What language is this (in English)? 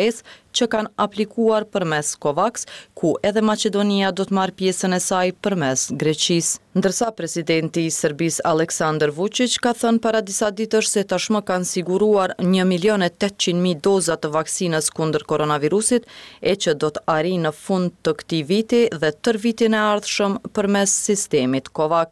Albanian